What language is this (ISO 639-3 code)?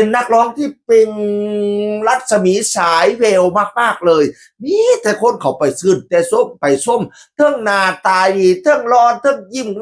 tts